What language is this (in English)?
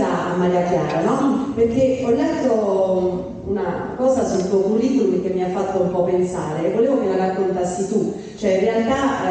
Italian